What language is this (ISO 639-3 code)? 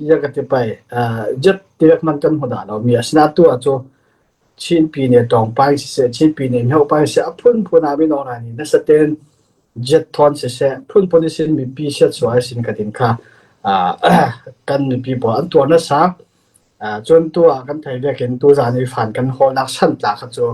cfm